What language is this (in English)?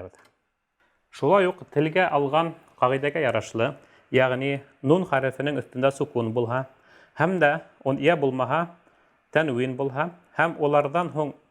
Bashkir